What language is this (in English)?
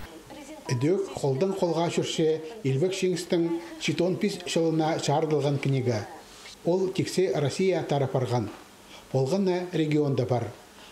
Khakas